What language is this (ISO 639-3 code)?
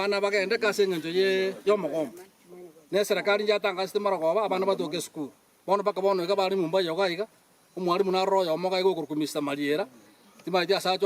guz